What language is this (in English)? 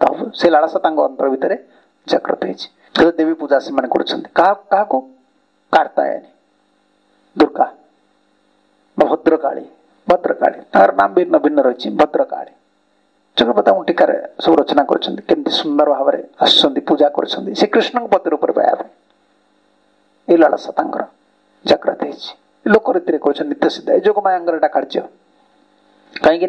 Odia